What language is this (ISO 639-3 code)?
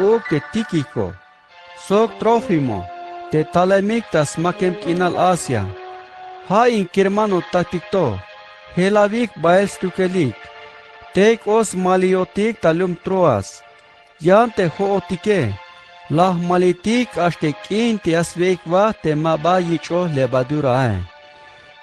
tzh